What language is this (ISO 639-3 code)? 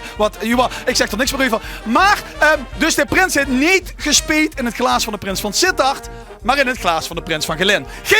lim